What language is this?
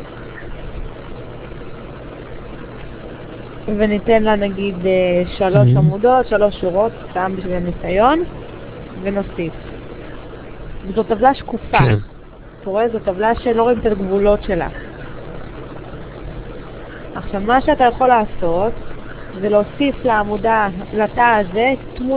Hebrew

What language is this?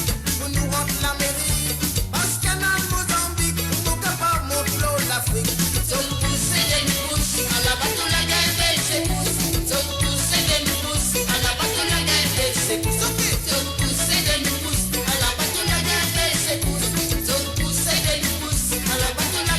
Morisyen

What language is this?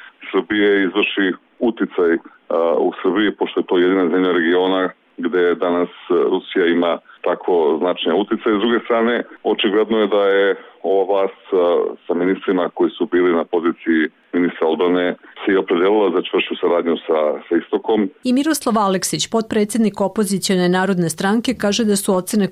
Serbian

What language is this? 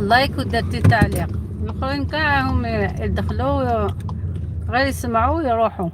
Algerian Arabic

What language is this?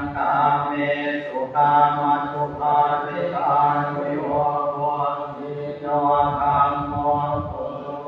Pali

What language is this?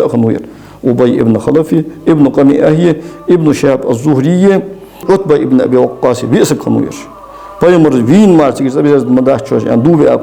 Ingush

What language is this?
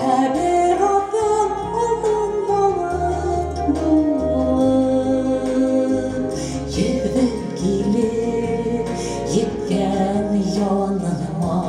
Bashkir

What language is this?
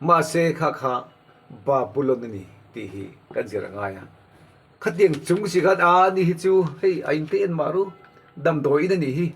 Mizo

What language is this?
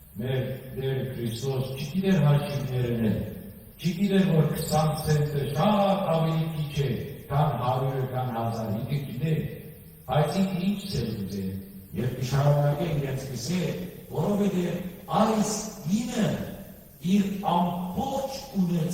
Western Armenian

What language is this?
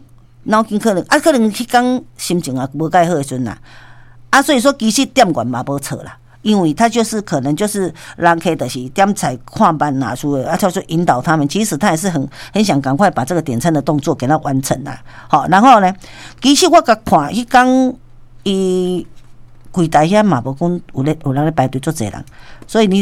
Min Nan Chinese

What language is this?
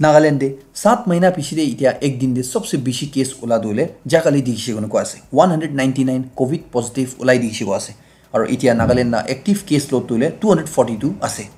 Naga Pidgin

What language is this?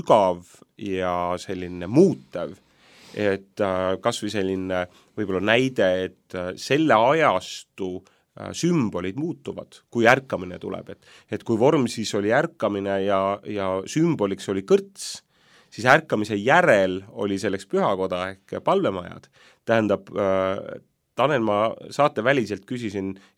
Estonian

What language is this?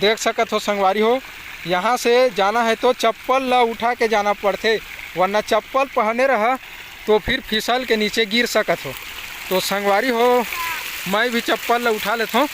Chhattisgarhi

